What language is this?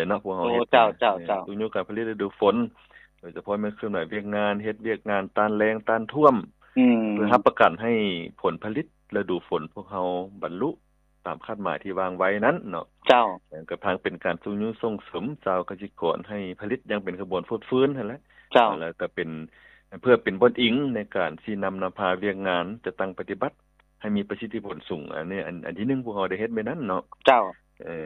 Lao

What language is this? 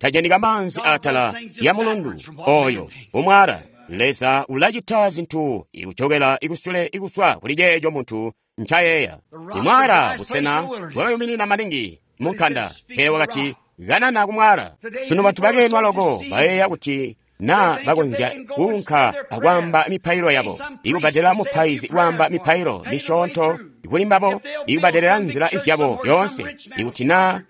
Tonga (Zambia)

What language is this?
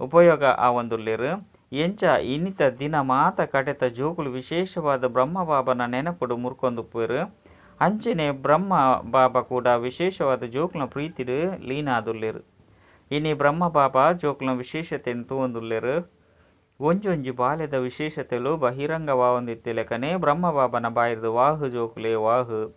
Tulu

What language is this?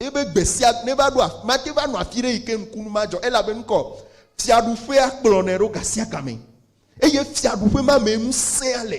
Ewe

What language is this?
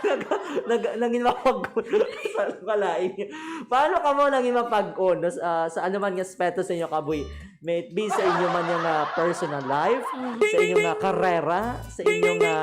Hiligaynon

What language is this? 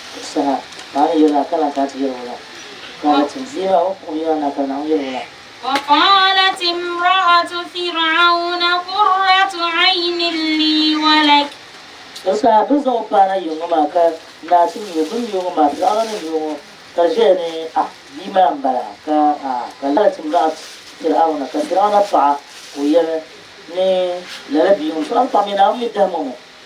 Dagbani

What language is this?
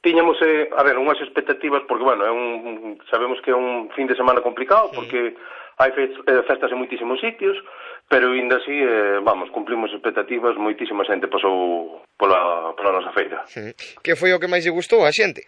Galician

